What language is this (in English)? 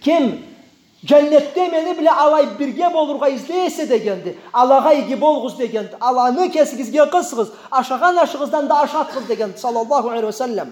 Karachay-Balkar